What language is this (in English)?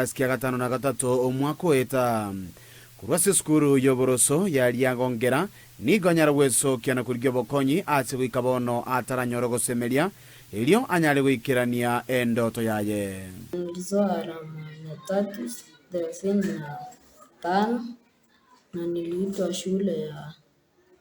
Gusii